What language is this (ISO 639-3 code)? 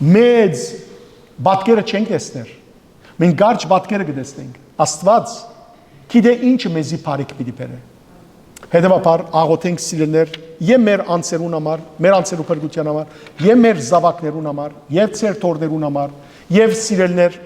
hyw